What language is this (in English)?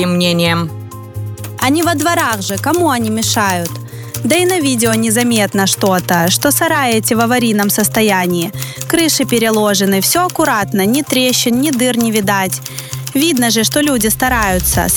Russian